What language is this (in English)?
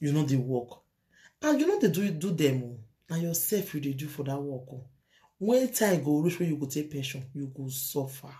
Nigerian Pidgin